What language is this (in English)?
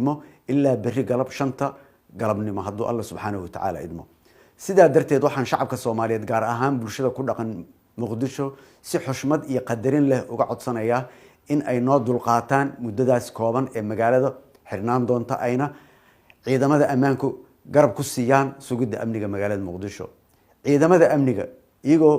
Somali